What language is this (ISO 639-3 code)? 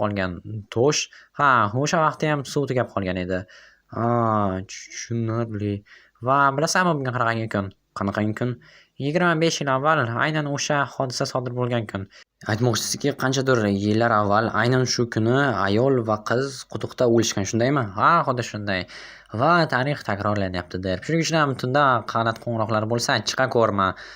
uzb